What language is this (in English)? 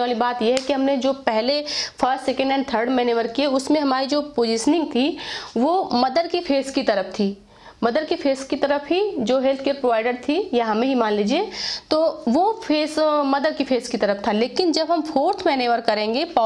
Hindi